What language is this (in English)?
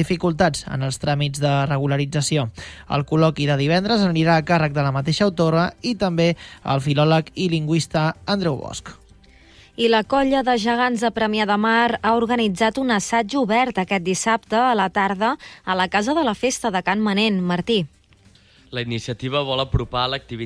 Catalan